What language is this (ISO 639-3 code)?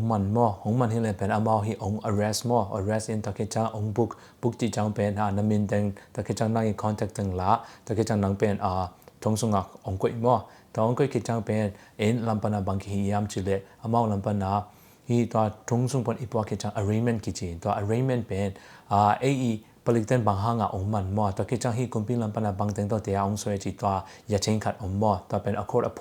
ctd